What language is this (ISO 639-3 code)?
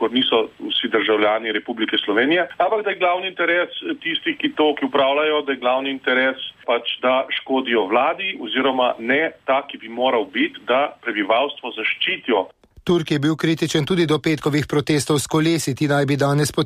slv